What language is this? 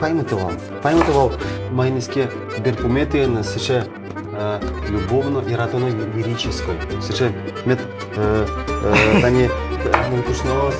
Udmurt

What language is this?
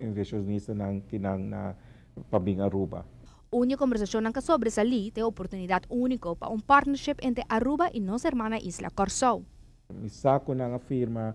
Papiamento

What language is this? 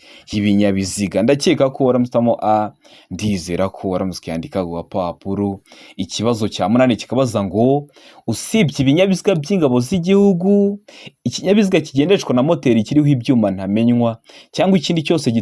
Kinyarwanda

